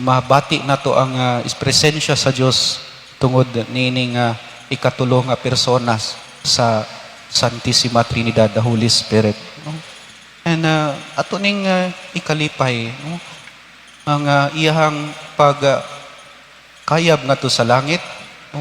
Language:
Cebuano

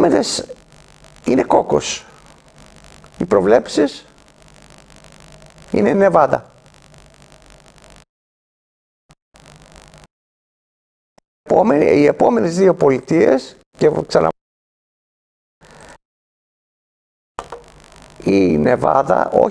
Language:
Greek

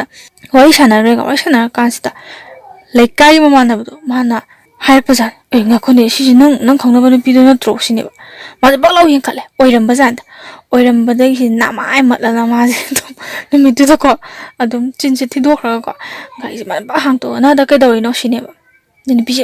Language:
Manipuri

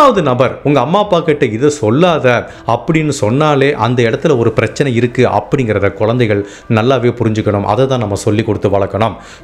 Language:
Tamil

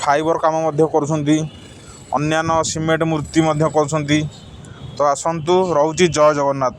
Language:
Odia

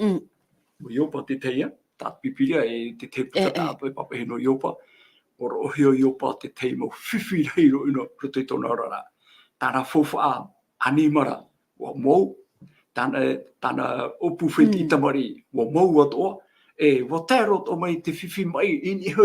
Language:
Tahitian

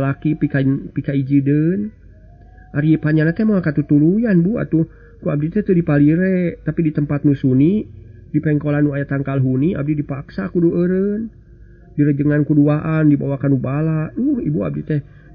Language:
Sundanese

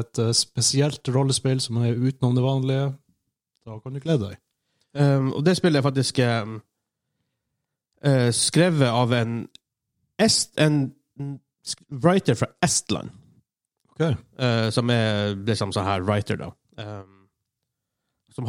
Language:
Norwegian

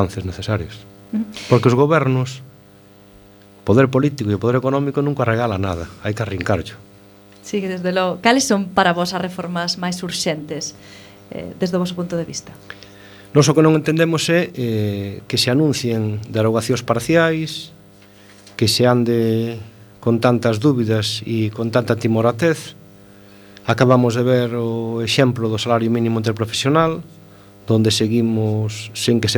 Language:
Galician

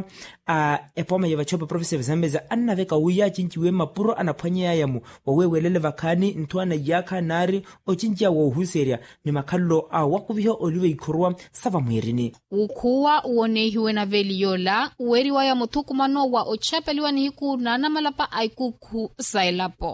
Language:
Makhuwa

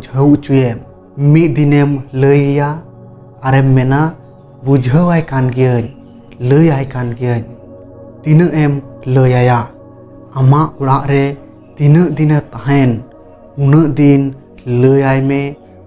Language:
Santali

